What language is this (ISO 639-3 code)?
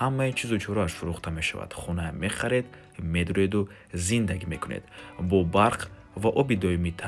tgk